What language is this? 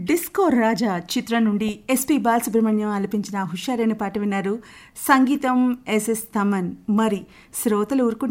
Telugu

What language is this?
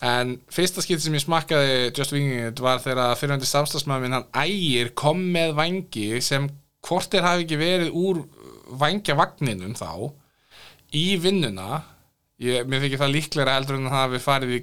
Icelandic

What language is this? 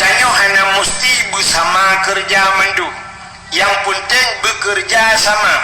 Achinese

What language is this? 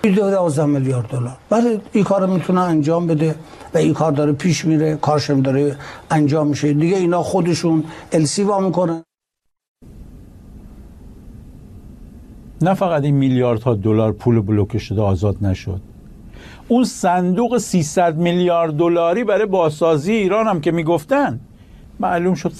Persian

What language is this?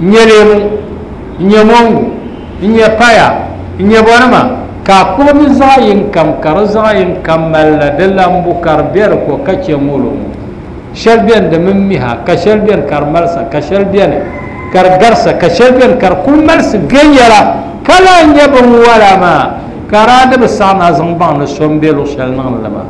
Dagbani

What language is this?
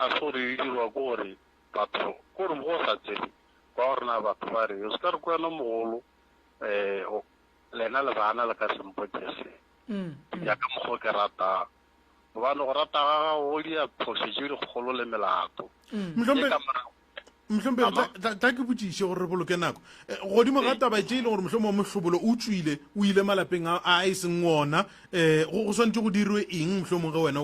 Northern Sotho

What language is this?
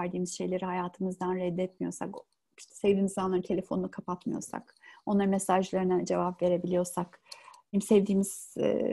Turkish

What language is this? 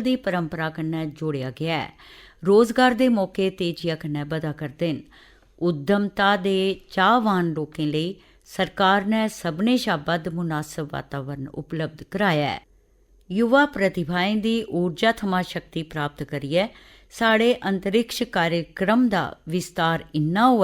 Dogri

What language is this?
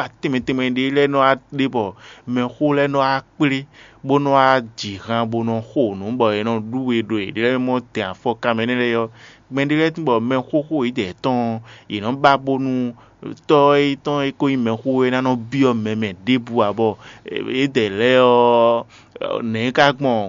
Fon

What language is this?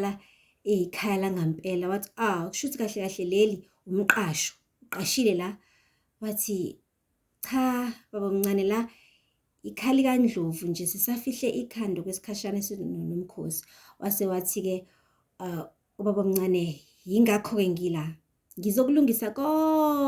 Zulu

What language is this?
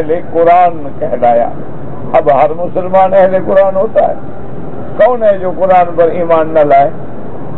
Urdu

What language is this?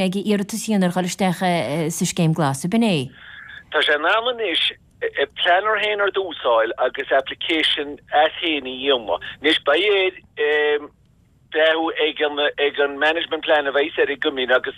Irish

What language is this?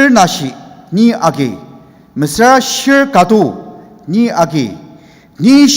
Ao Naga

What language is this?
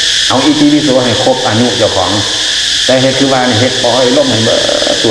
Northeastern Thai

